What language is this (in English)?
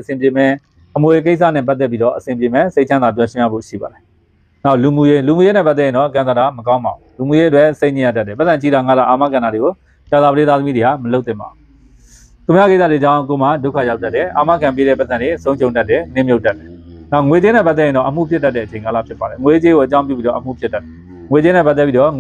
Burmese